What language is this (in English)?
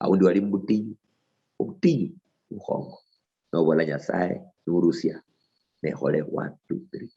Luyia